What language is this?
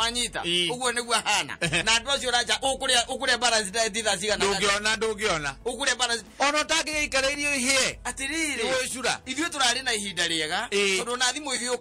Kikuyu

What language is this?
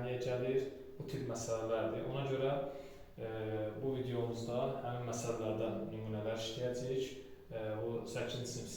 Azerbaijani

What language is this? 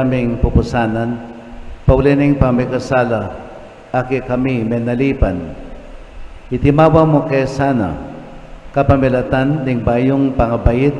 Pampanga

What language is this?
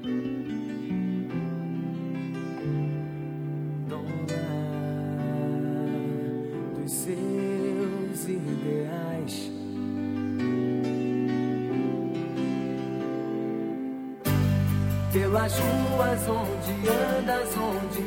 Portuguese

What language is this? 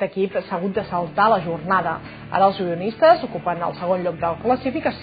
Catalan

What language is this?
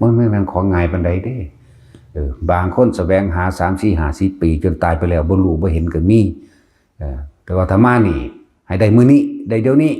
Northeastern Thai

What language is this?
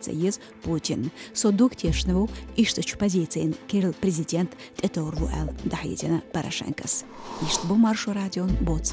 Chechen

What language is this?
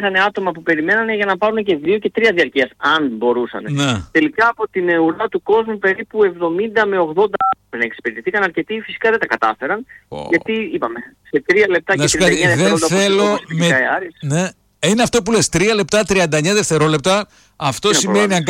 Greek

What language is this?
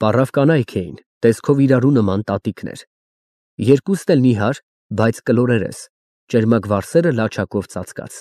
Armenian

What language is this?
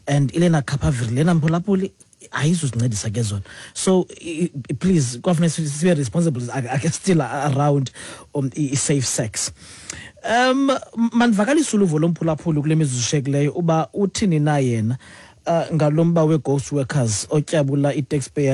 Xhosa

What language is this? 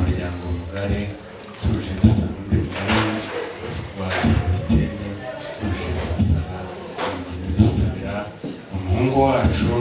Kinyarwanda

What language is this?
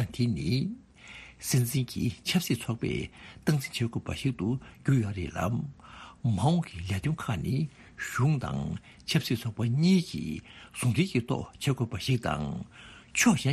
Tibetan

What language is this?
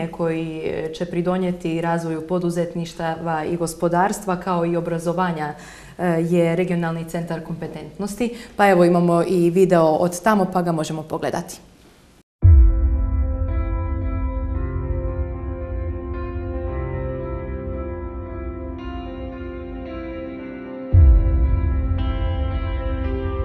Croatian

